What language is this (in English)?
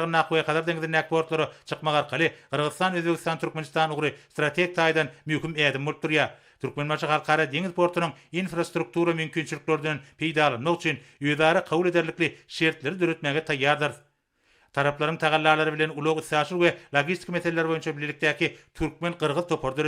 Turkmen